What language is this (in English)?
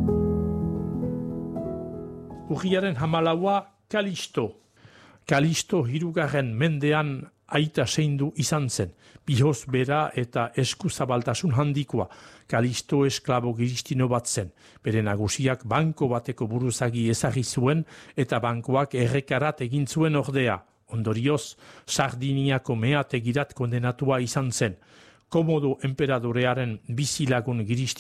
Basque